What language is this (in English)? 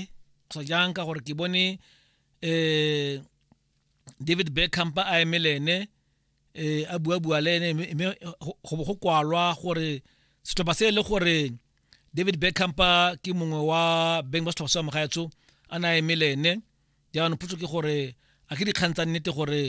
Tswana